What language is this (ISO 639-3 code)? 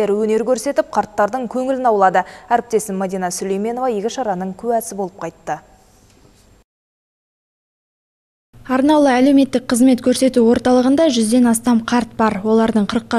kaz